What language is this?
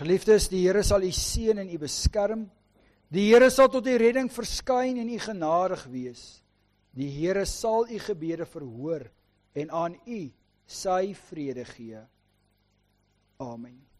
Afrikaans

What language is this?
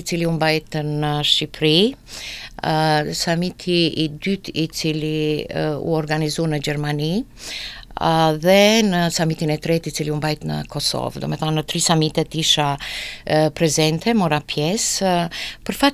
Albanian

